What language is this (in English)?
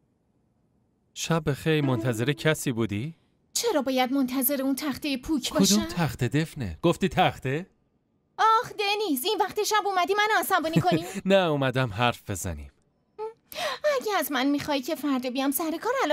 Persian